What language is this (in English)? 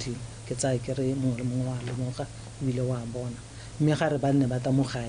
Tswana